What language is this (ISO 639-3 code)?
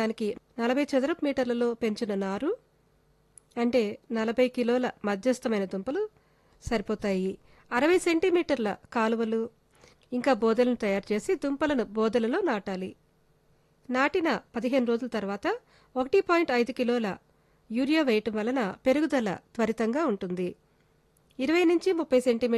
tel